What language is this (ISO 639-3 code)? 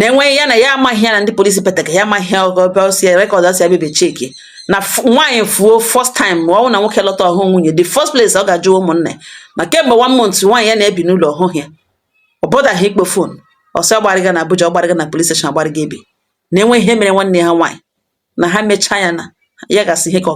ibo